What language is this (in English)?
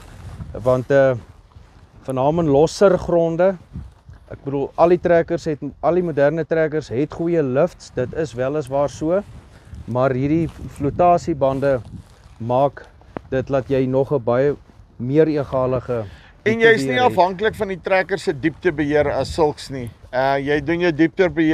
Afrikaans